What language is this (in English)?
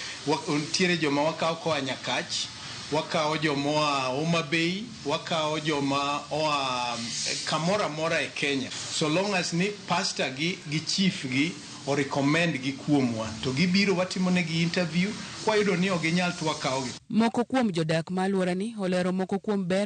Luo (Kenya and Tanzania)